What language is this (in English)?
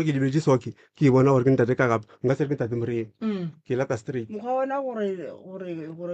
Northern Sotho